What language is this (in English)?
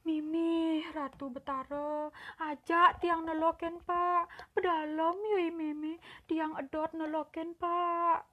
Balinese